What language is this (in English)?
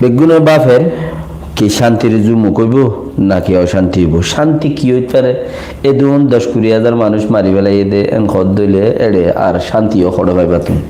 Rohingya